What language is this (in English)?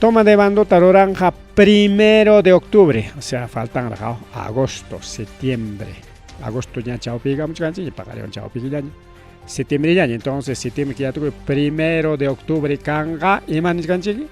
Ayacucho Quechua